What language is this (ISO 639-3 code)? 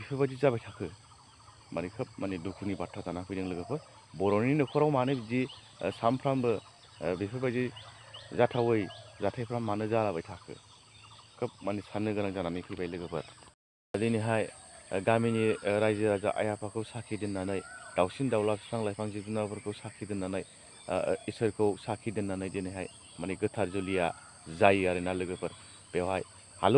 brx